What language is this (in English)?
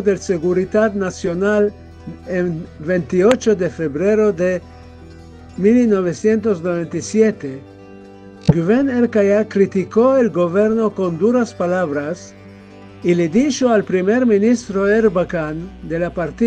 Ladino